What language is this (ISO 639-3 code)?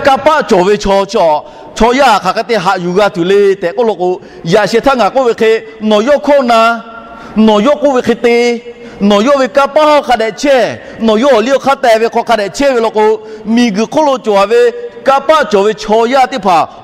lhu